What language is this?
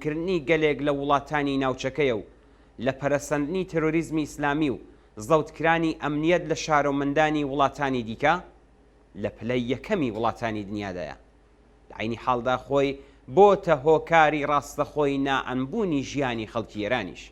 Central Kurdish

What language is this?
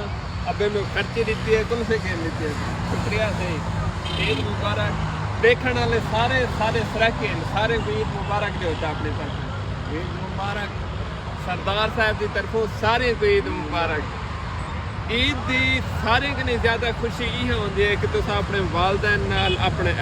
Saraiki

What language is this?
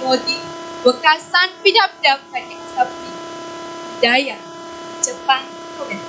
Balinese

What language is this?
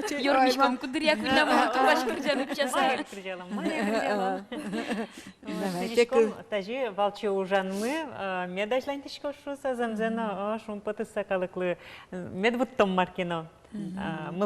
Udmurt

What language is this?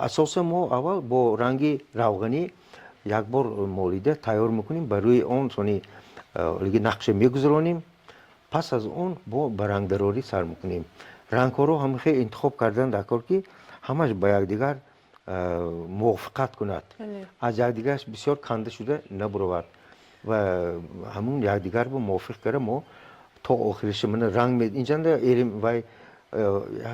Tajik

